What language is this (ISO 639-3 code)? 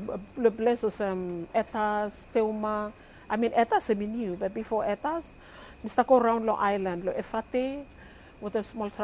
bis